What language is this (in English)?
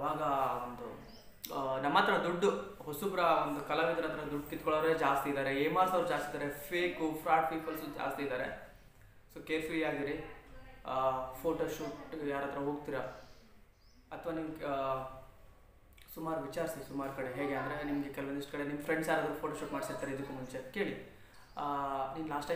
Kannada